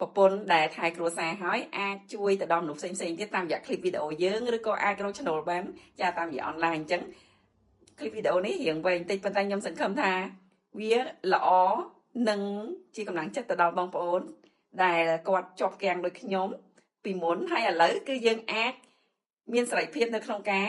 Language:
Khmer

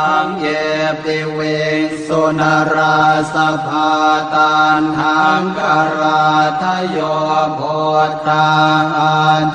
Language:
Pali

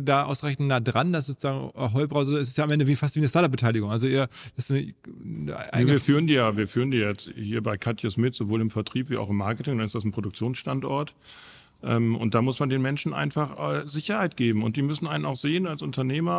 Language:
German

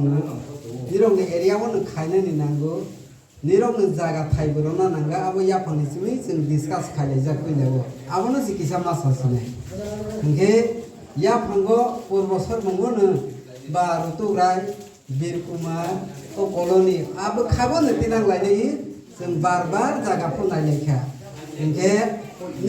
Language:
Riang (India)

